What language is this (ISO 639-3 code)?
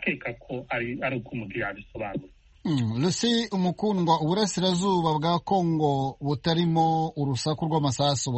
kin